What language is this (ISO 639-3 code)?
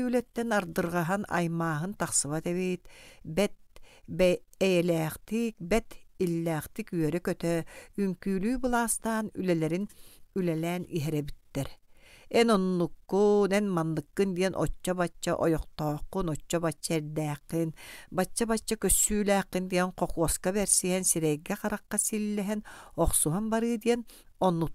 sah